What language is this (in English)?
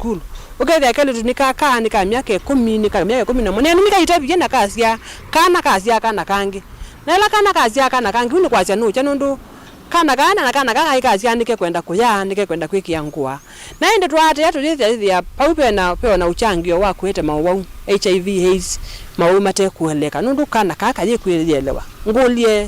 Kamba